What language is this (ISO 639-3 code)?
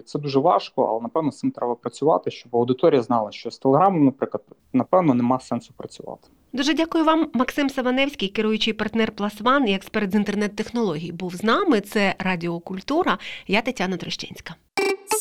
ukr